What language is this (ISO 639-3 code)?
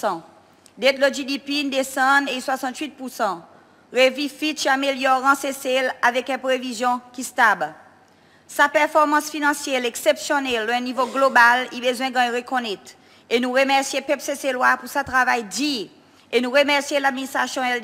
crs